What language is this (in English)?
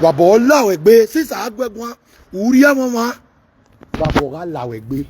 Nigerian Pidgin